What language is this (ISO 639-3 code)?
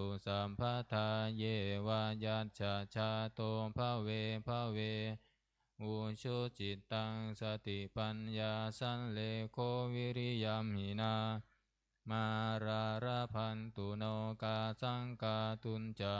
pli